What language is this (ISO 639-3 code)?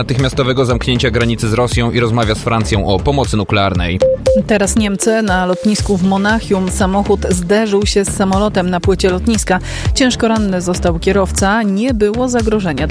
pol